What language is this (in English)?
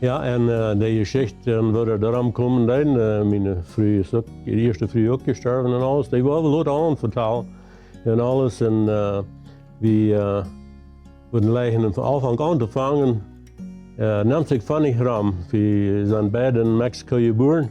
Plautdietsch